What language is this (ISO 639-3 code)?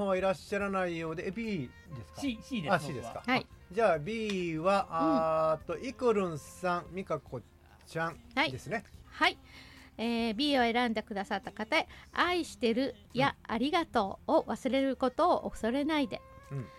jpn